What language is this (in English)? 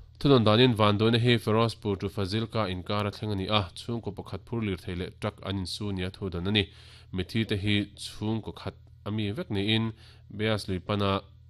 Mizo